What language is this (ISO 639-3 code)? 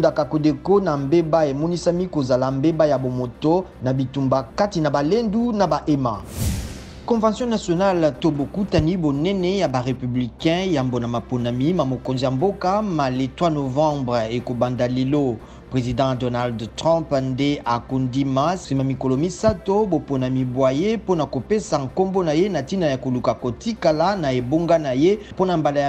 lin